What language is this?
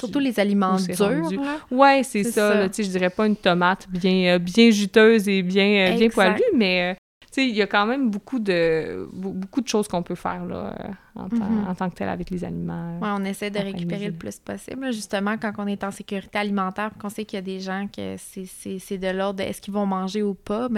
French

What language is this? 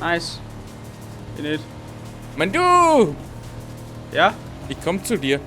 Bavarian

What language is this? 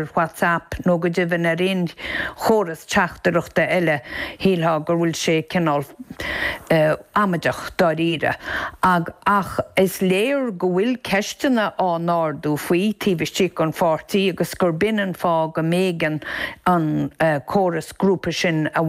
Irish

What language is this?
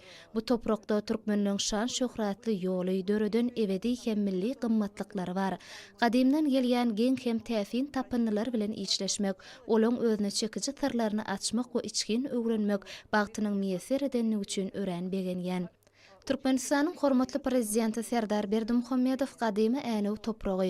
Turkmen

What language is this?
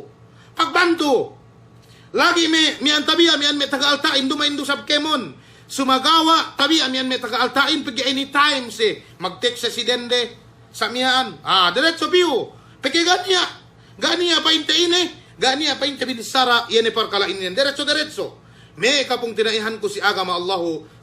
Yakan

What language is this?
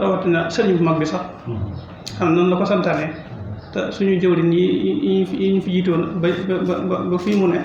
Wolof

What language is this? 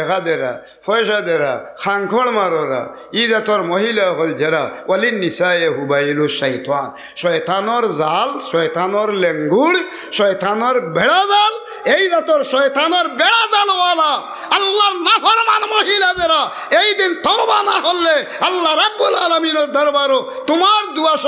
Sylheti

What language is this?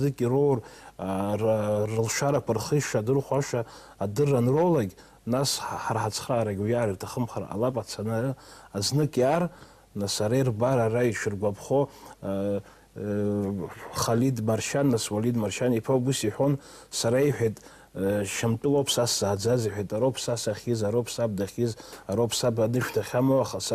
Abkhazian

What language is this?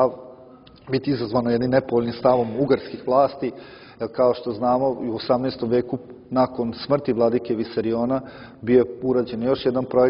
Serbian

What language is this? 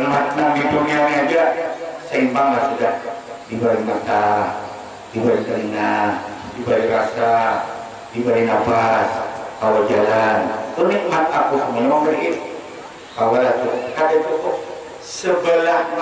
Banjar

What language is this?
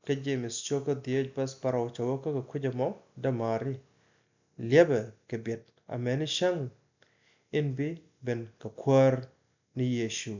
Nuer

